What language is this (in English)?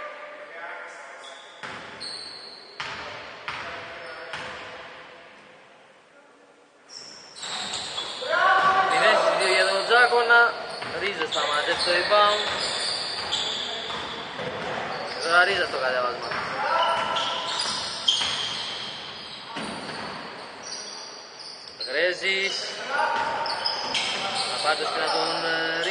Greek